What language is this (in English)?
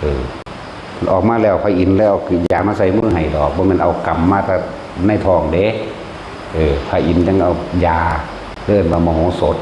Lao